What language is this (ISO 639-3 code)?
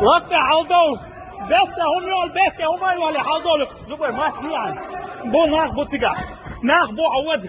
che